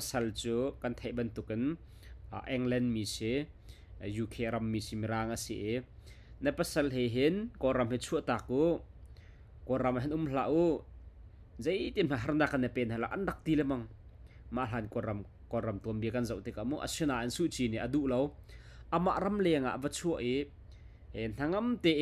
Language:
Hakha Chin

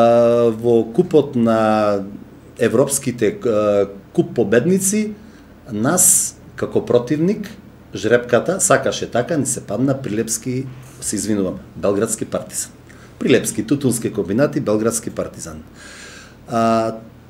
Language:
Macedonian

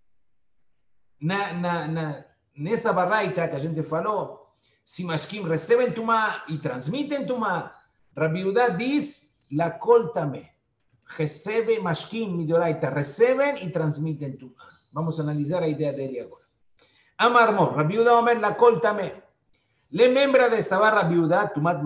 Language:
Portuguese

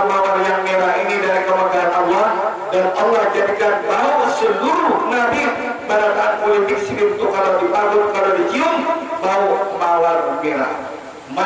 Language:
Banjar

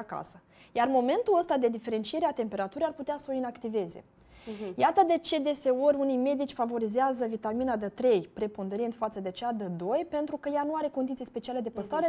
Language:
Romanian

